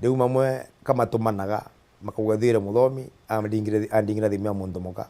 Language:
Meru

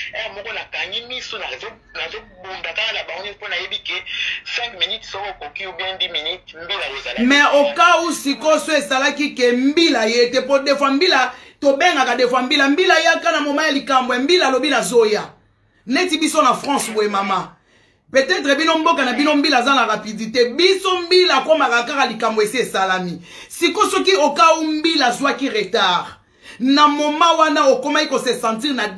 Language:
Lingala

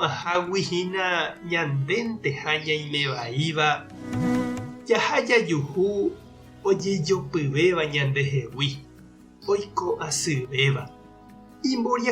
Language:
Guarani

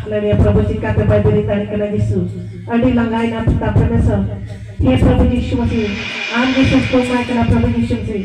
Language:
Santali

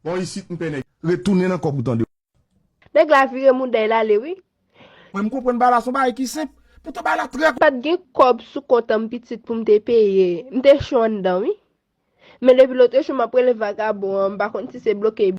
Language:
Haitian Creole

